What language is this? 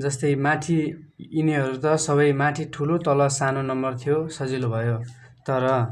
Nepali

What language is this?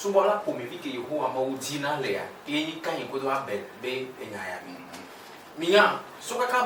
Ewe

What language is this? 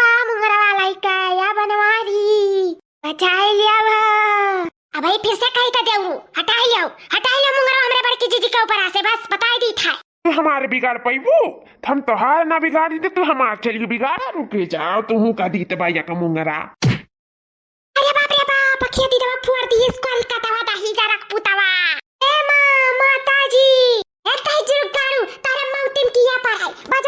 Awadhi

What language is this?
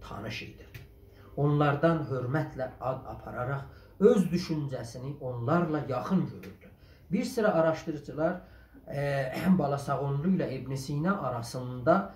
South Azerbaijani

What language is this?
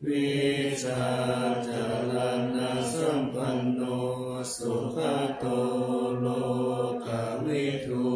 Pali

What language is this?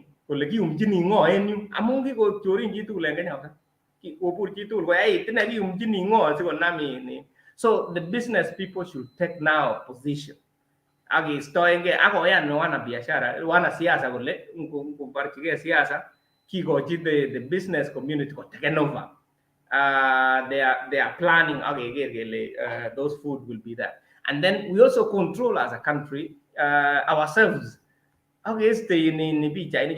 Kalenjin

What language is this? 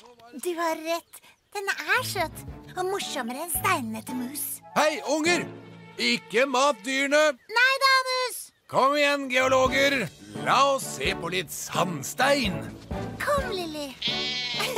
Norwegian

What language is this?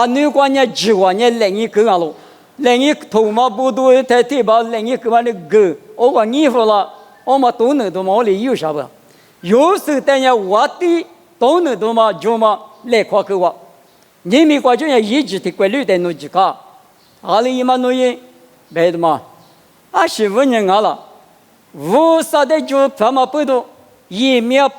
Lisu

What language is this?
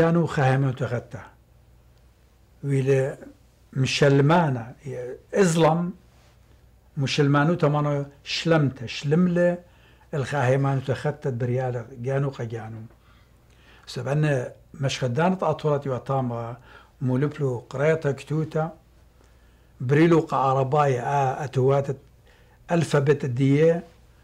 Assyrian Neo-Aramaic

